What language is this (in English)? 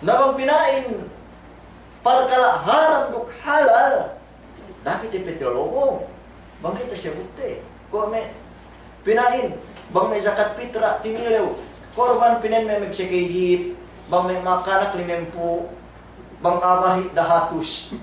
Yakan